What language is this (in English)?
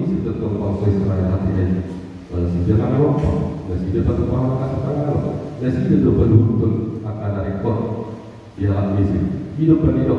Batak Toba